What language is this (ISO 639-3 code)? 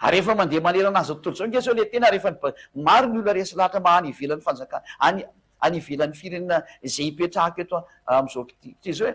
mlg